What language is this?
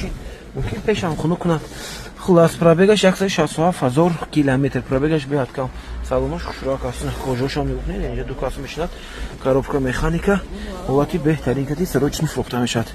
Tajik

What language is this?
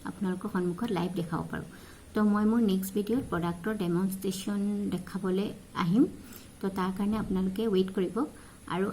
Assamese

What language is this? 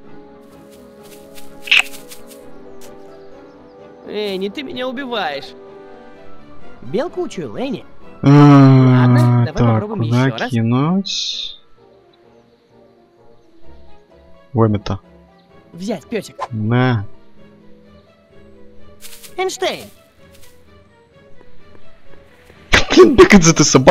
Russian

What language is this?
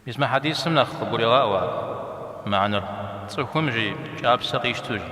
Kabardian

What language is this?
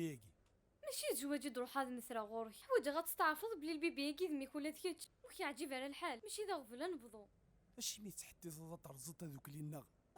Kabyle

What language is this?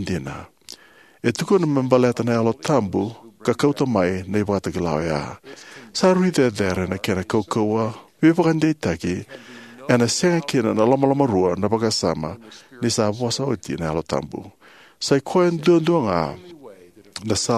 Fijian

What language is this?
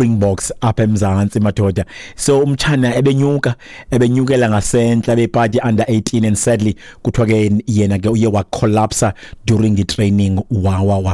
Xhosa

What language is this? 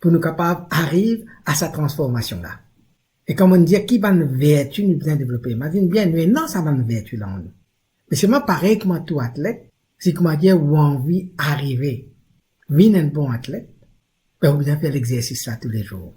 Morisyen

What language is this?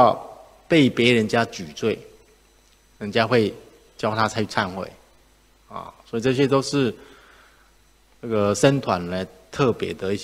Chinese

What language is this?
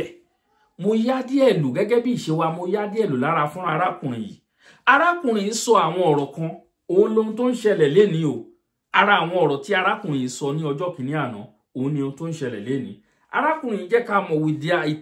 Yoruba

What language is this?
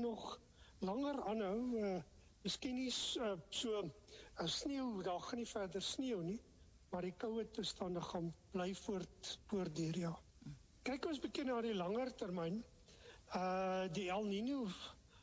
Afrikaans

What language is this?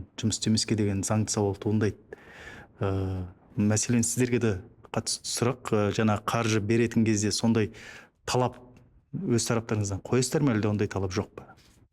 Kazakh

